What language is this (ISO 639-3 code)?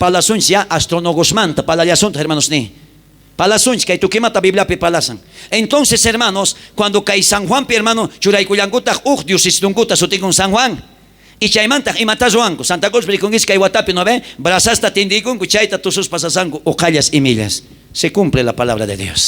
quh